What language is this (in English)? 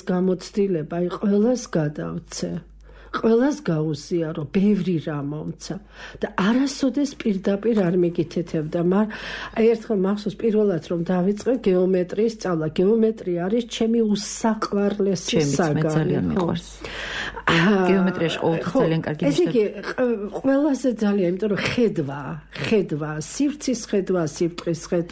Georgian